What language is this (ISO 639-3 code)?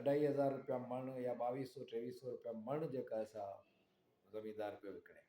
snd